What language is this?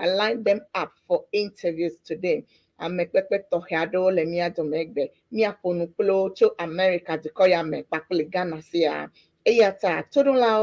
Ewe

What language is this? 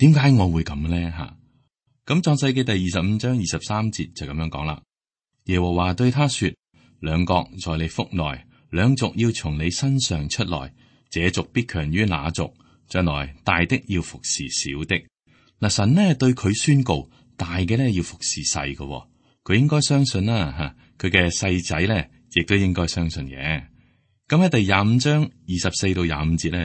Cantonese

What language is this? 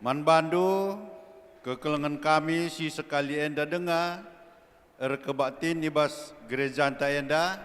Batak Karo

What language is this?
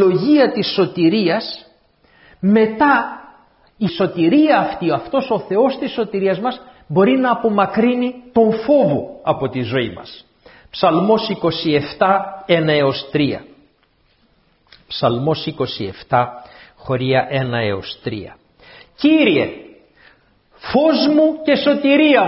Greek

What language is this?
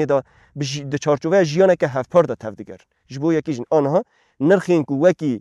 Kurdish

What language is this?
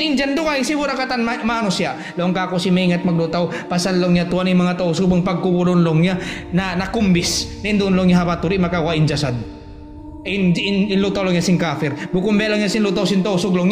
Tausug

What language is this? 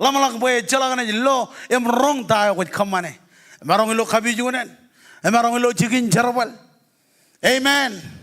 Marshallese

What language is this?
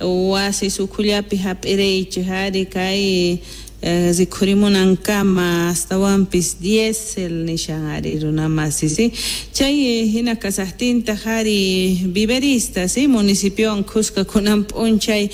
South Bolivian Quechua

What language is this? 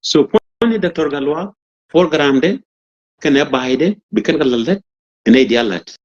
Nuer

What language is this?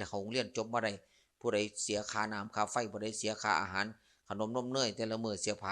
Lao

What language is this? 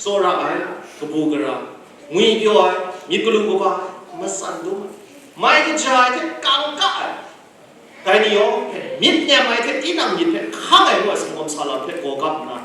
Kachin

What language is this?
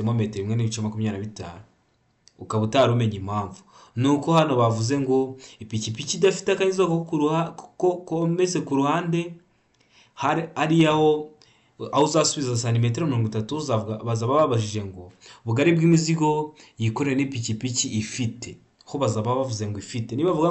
Kinyarwanda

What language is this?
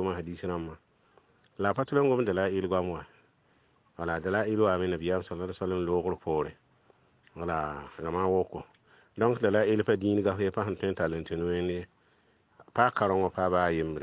Mossi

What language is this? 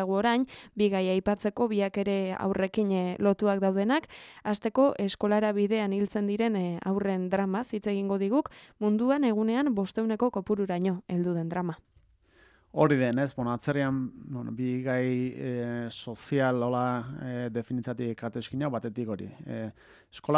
Basque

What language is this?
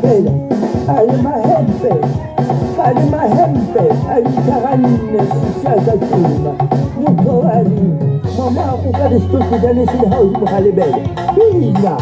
Tswana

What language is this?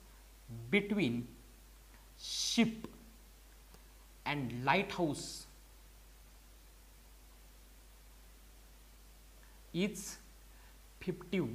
Marathi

